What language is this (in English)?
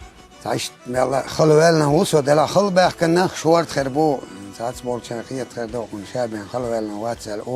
Chechen